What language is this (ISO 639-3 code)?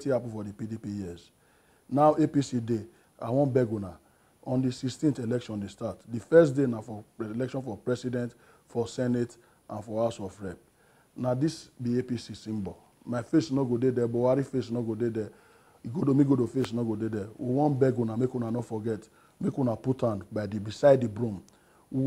pcm